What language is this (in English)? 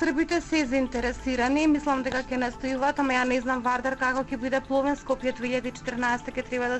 Macedonian